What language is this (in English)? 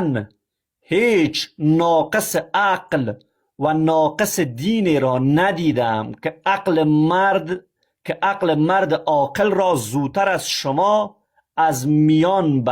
Persian